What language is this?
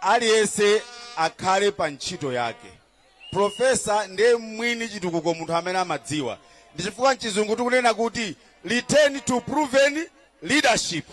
Nyanja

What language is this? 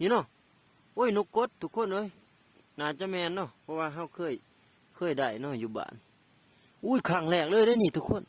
Lao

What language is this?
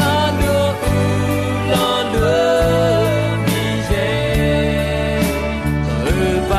Akha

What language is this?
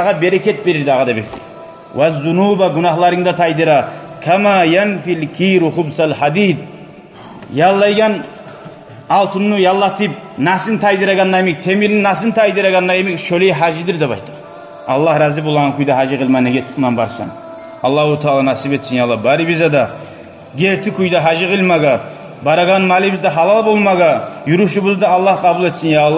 Kumyk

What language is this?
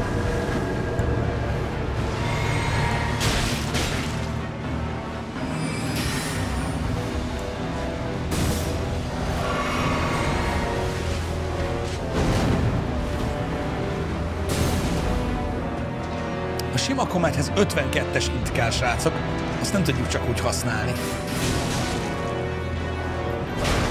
Hungarian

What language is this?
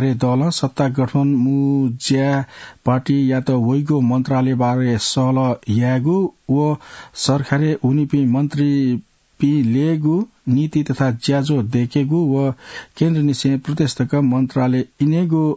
Newari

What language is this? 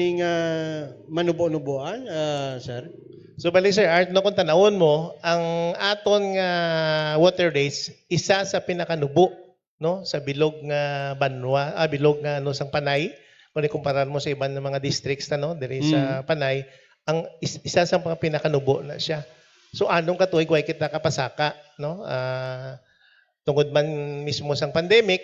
Hiligaynon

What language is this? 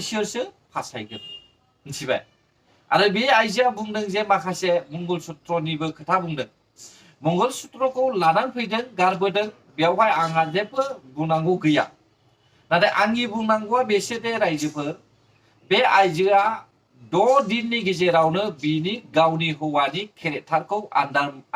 Bodo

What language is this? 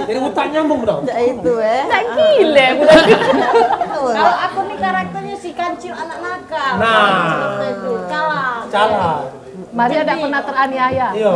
Musi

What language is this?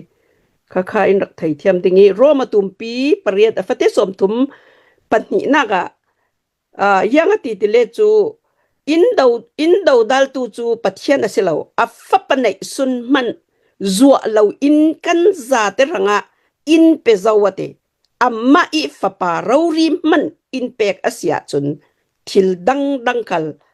Hakha Chin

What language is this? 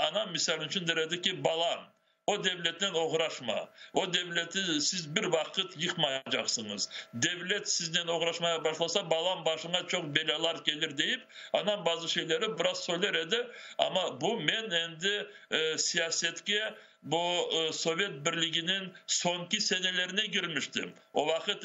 Crimean Tatar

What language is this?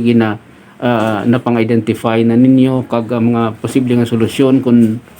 Hiligaynon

